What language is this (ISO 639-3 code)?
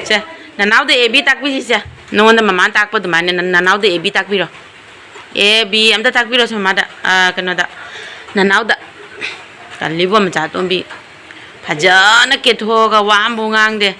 mni